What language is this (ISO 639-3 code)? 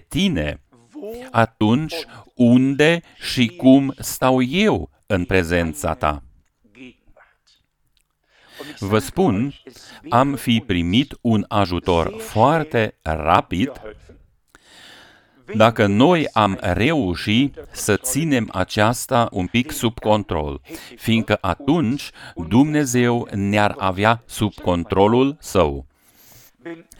ron